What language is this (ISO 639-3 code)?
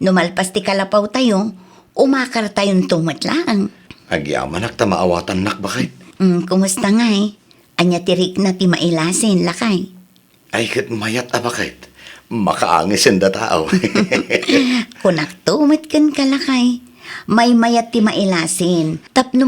ilo